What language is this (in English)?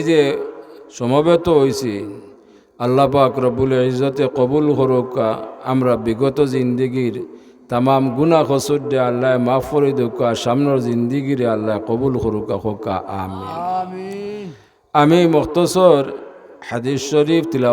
Sylheti